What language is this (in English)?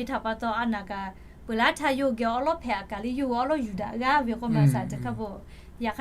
Lahu